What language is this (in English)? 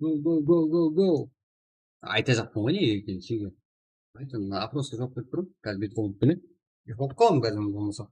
Kara-Kalpak